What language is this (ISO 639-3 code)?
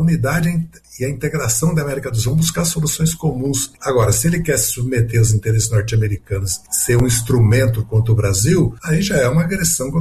por